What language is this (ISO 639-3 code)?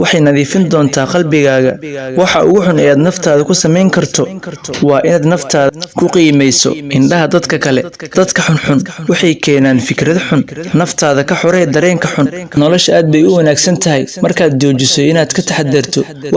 som